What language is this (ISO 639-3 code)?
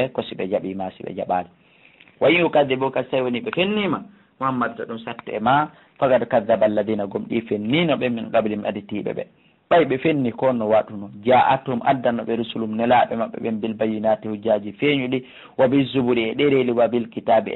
ful